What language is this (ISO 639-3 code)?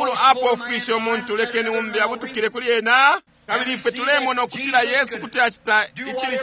bem